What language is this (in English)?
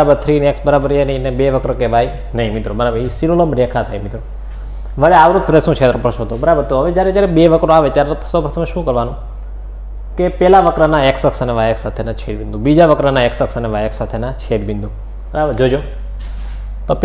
Gujarati